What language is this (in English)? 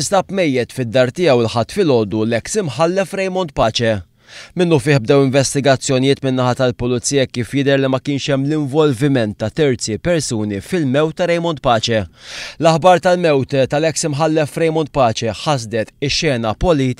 Maltese